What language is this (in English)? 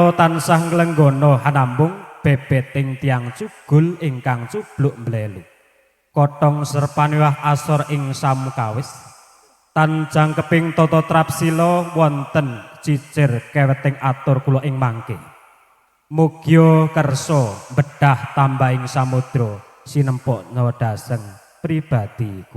Javanese